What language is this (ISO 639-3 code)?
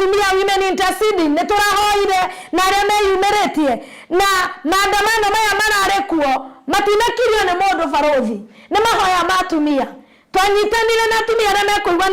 kik